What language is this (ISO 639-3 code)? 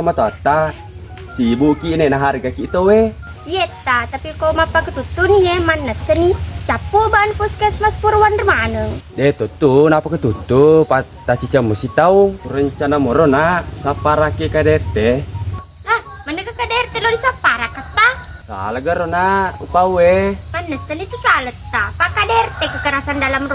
bug